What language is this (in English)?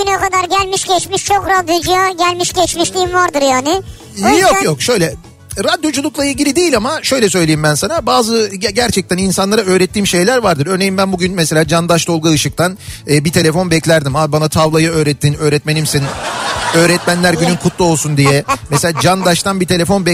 Turkish